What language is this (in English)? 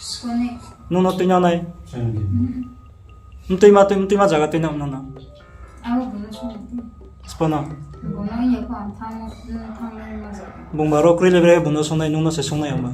Riang (India)